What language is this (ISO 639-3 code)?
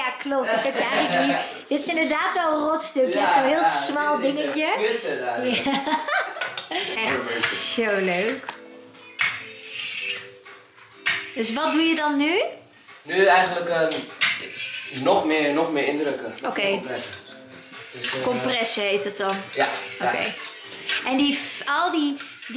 nld